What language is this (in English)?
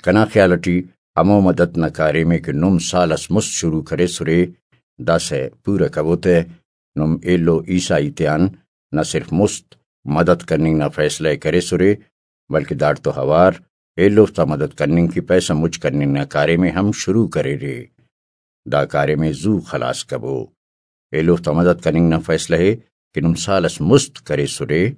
Brahui